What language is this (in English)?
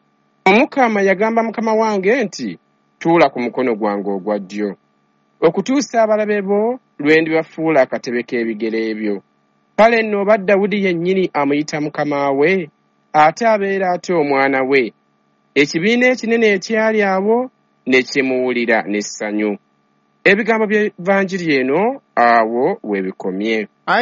Ganda